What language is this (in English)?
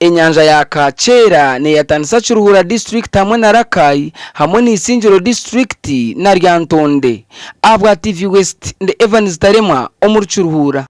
Nyankole